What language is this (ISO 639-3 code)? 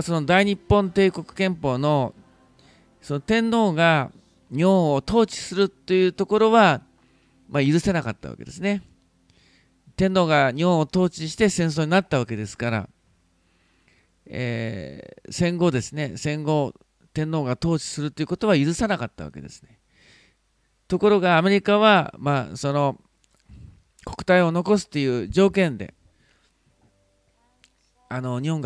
jpn